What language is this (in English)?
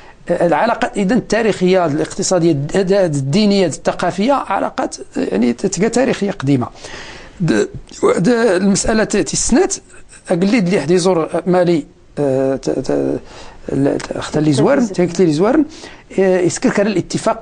Moroccan Arabic